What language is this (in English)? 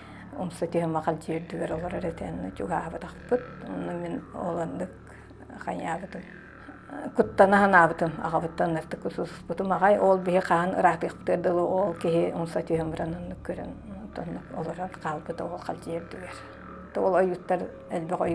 Yakut